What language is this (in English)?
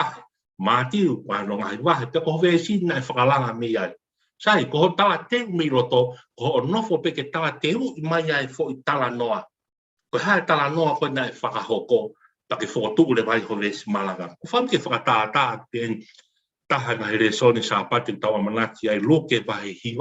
Tongan